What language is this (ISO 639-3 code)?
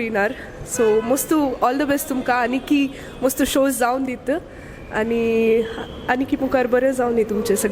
kok